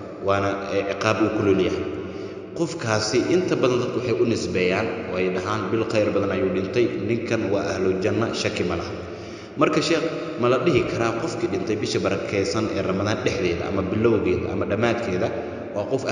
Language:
Somali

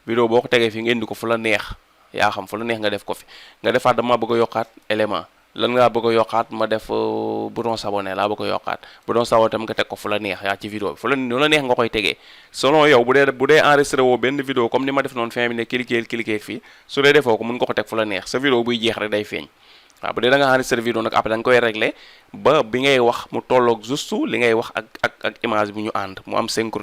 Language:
Wolof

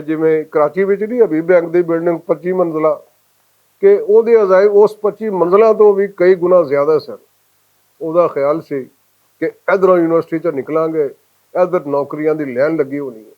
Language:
Western Panjabi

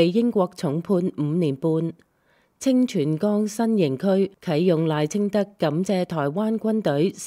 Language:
Cantonese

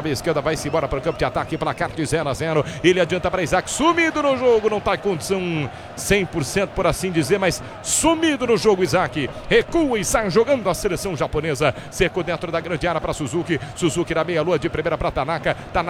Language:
Portuguese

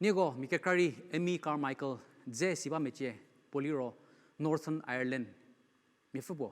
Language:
Angami Naga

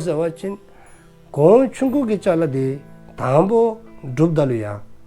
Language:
Dzongkha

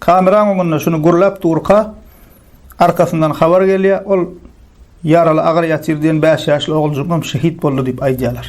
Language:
Turkmen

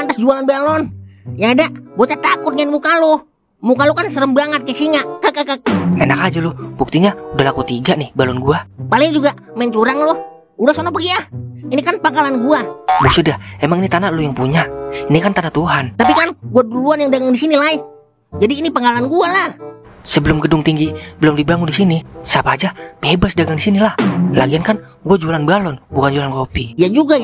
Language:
Betawi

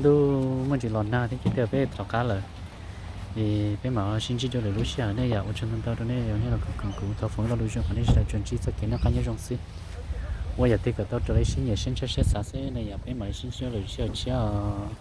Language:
Hmong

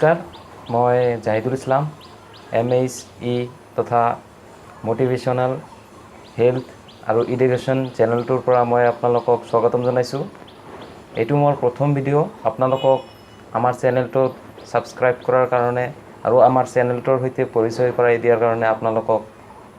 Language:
Assamese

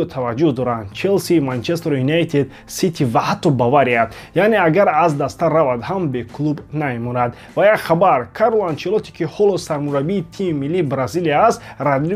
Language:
Tajik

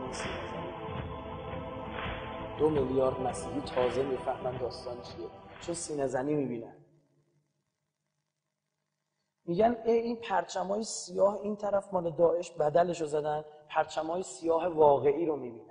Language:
Persian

